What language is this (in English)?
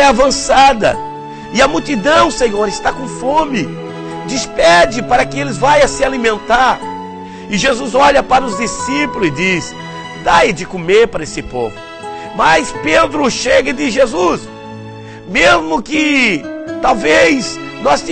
Portuguese